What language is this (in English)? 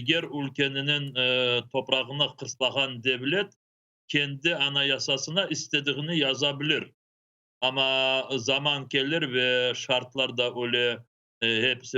Crimean Tatar